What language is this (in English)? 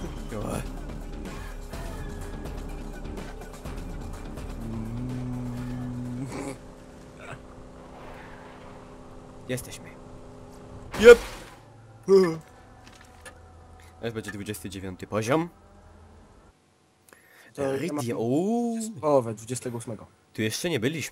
Polish